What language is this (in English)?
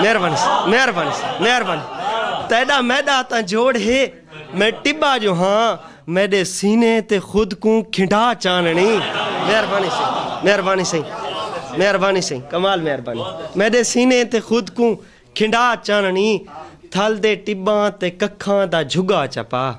Saraiki